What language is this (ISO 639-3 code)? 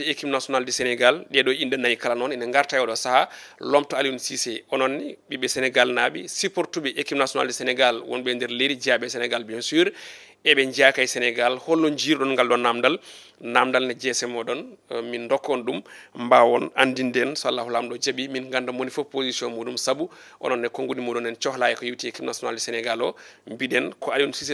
ful